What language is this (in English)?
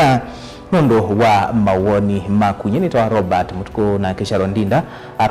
Kamba